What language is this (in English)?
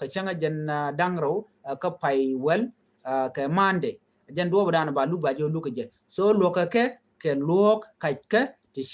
Nuer